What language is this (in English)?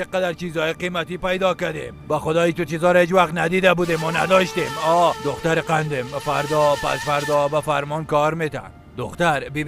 Persian